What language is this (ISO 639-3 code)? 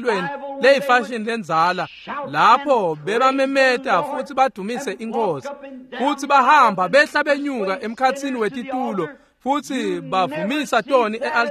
ssw